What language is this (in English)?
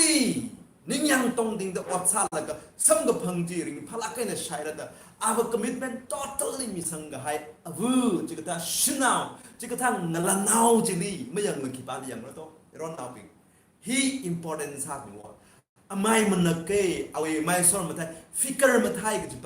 Tangkhul Naga (India)